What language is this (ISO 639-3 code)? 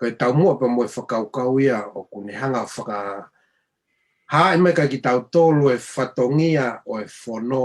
ton